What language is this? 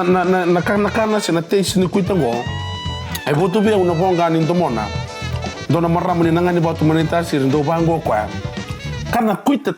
Fijian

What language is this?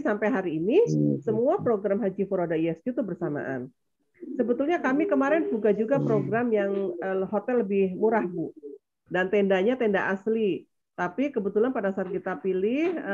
Indonesian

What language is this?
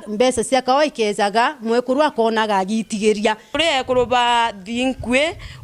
Meru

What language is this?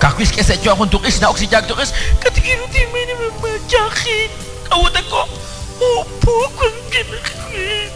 Kekchí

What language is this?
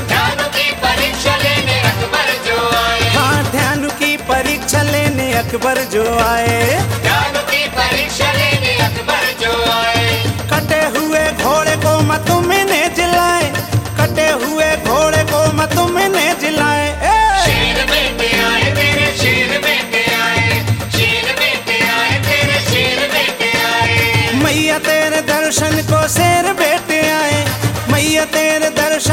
Hindi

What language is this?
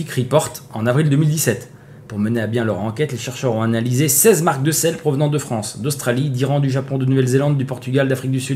French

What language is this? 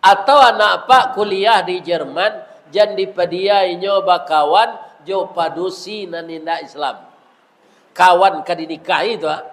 Minangkabau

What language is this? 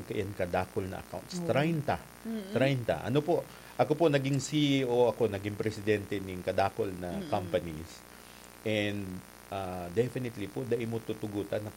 Bikol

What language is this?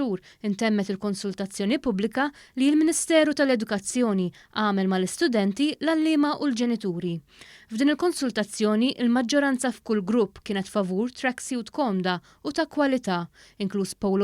Maltese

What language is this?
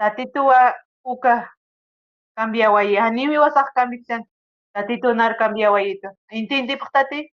Aymara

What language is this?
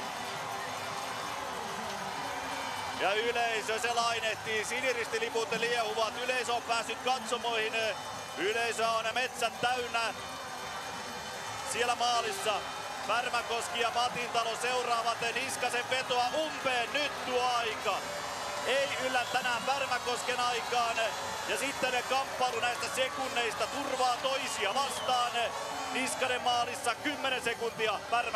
Finnish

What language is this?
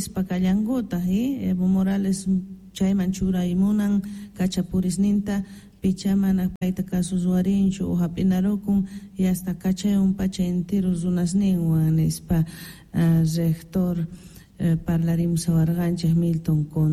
South Bolivian Quechua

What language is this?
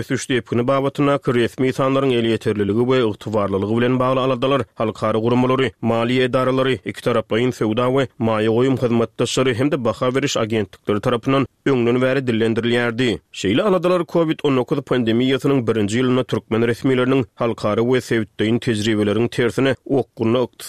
Turkmen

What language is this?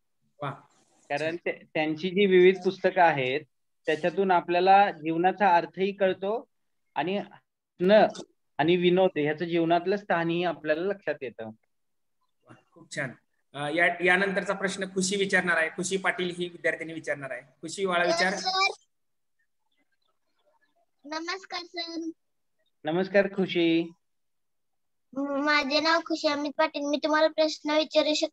Marathi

